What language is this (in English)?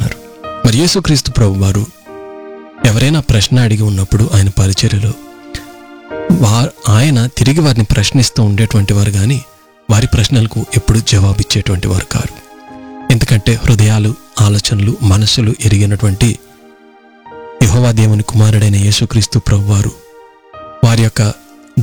Telugu